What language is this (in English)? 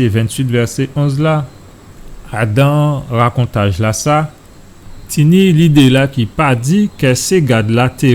Guadeloupean Creole French